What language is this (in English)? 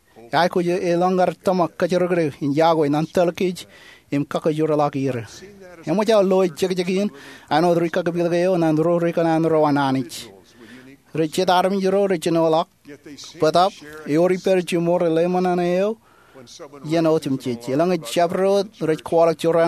Marshallese